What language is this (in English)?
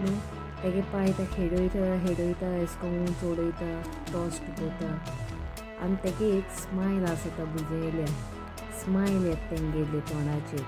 Konkani